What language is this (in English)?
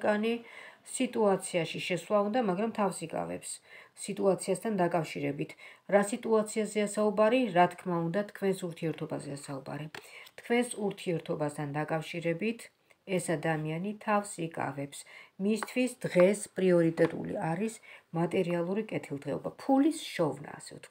Georgian